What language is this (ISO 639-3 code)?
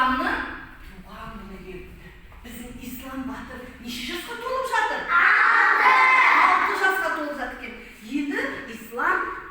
kaz